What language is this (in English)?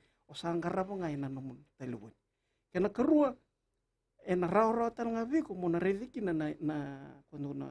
Fijian